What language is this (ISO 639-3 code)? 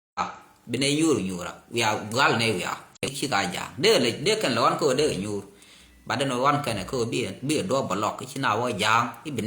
nus